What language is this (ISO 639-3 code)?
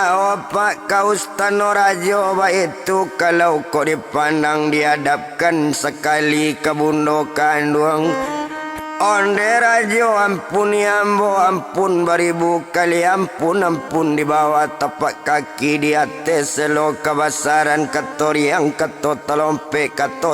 min